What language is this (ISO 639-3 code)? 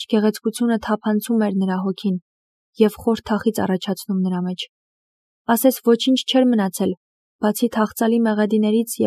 hye